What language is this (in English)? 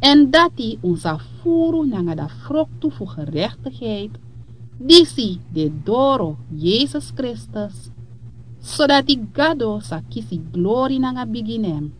Sranan Tongo